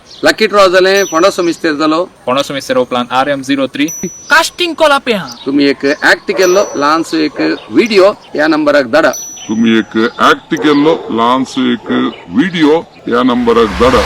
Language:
Konkani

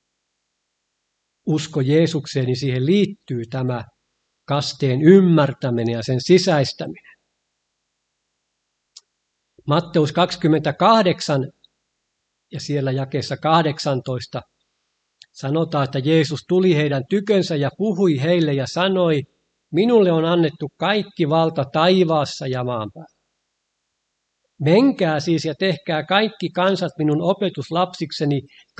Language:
Finnish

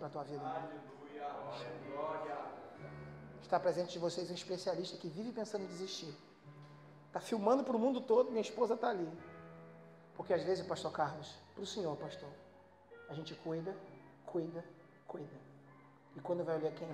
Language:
Portuguese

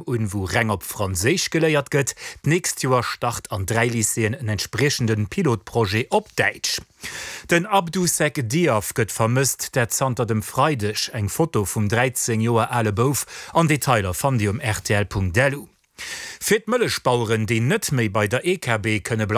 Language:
Luxembourgish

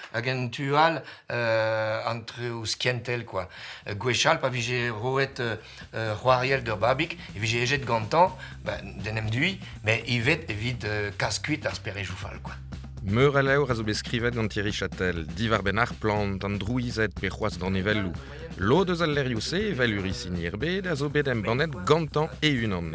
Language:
Breton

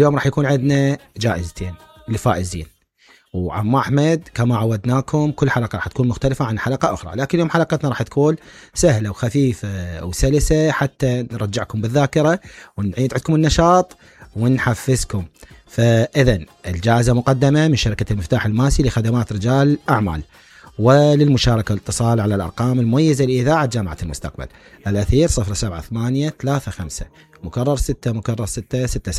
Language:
Mesopotamian Arabic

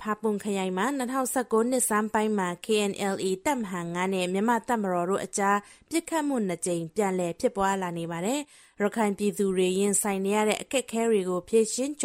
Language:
Burmese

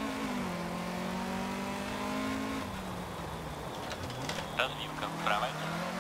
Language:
Russian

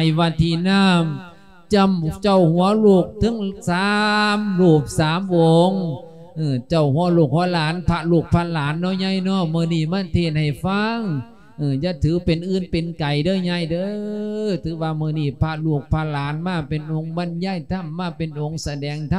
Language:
Lao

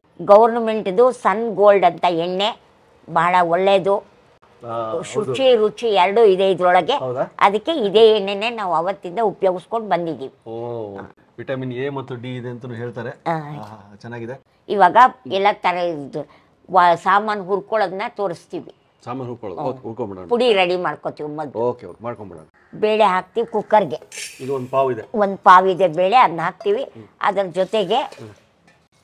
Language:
Kannada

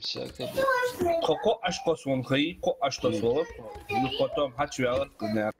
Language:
Ingush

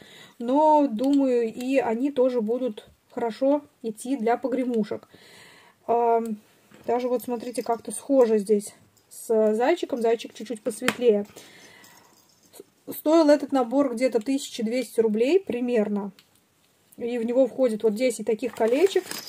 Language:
Russian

